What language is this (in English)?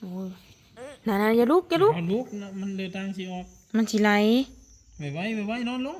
Northeastern Thai